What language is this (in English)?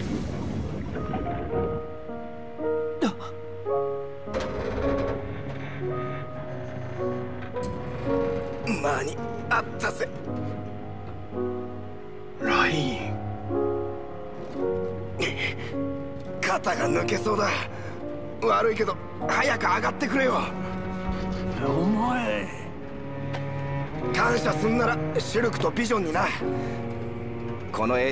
Japanese